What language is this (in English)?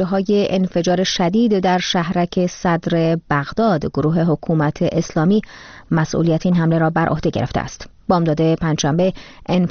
Persian